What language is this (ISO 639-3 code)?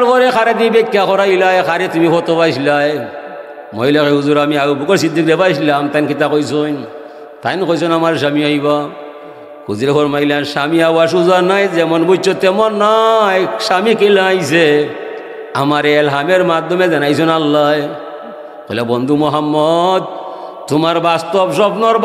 syl